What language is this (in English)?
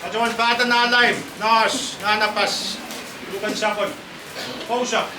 Pohnpeian